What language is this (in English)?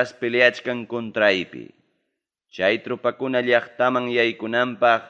Ayacucho Quechua